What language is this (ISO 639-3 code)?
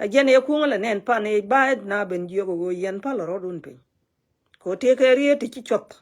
nus